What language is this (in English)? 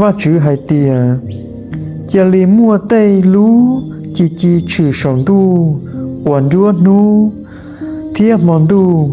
Hmong